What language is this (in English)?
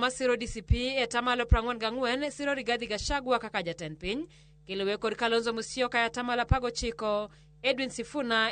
Luo (Kenya and Tanzania)